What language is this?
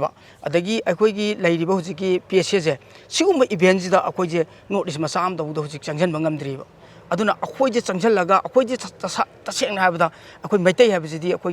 Manipuri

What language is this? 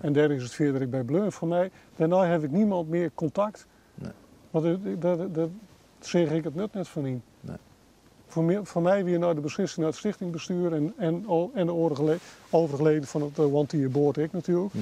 Western Frisian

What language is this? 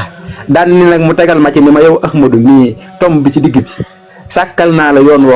Wolof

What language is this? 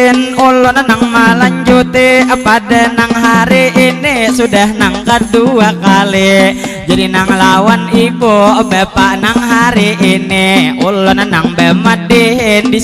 Banjar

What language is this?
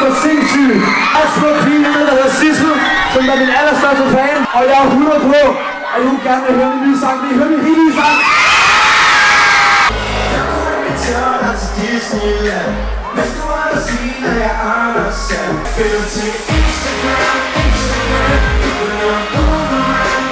Danish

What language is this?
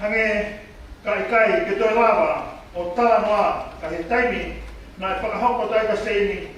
Tongan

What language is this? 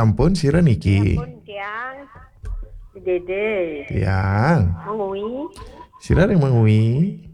Balinese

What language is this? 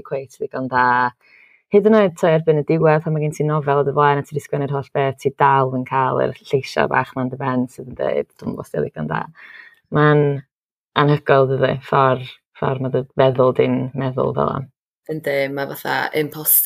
Welsh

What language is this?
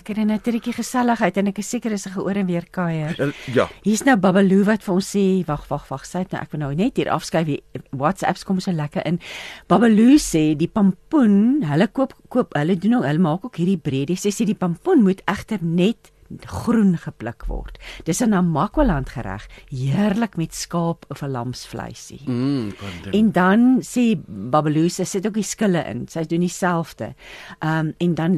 Afrikaans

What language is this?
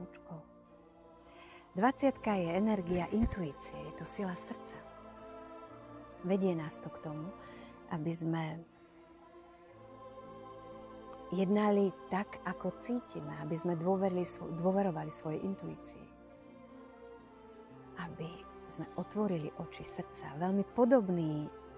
Slovak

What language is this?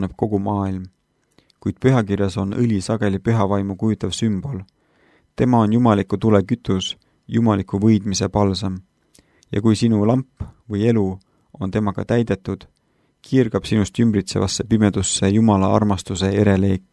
Estonian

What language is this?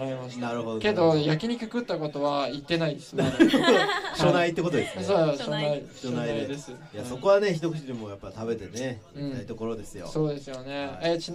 Japanese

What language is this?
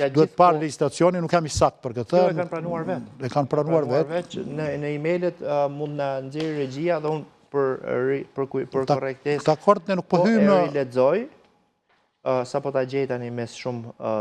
Albanian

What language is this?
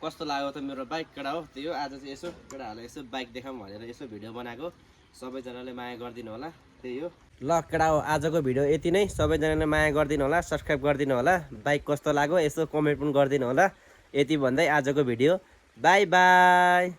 Nepali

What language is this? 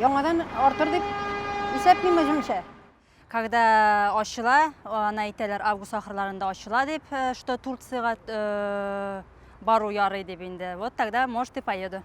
Tatar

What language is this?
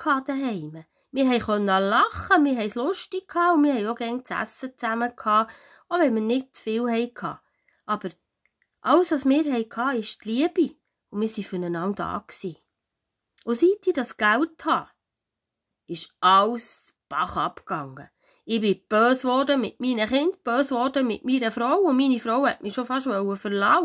Swiss German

